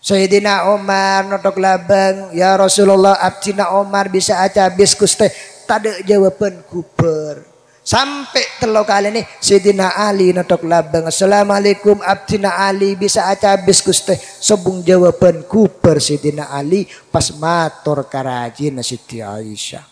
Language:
Madurese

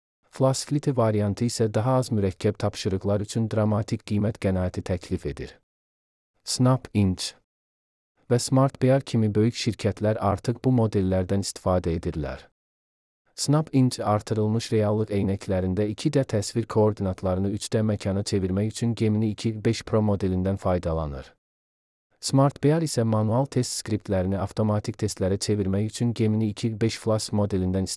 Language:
Azerbaijani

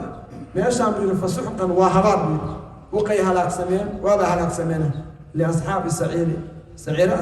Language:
Somali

